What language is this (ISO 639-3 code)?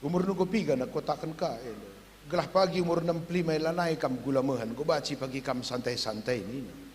btx